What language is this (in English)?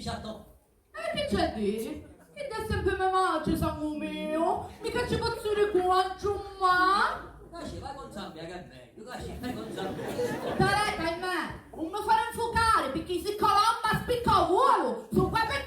Sicilian